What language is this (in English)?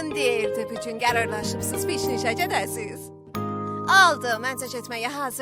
South Azerbaijani